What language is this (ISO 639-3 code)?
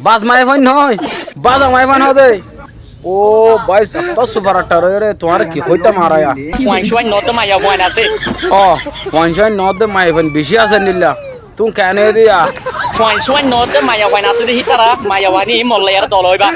rhg